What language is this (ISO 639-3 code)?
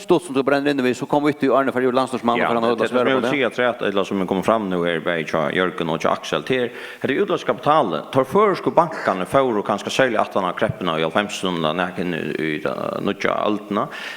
fao